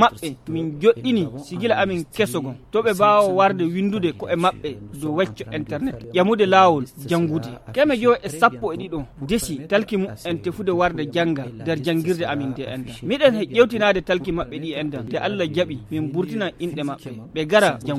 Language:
Nigerian Fulfulde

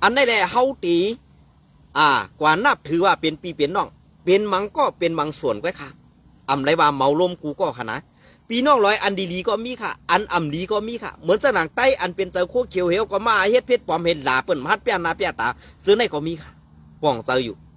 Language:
Shan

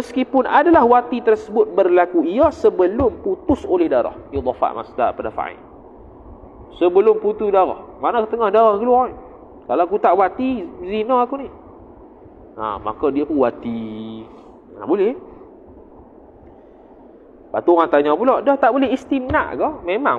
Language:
Malay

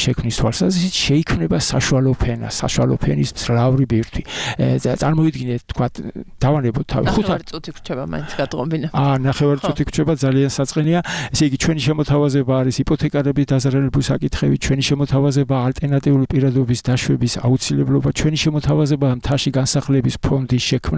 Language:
Georgian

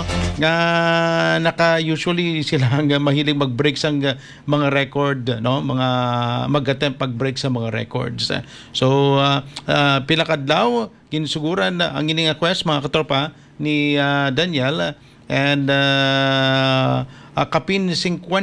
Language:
Hiligaynon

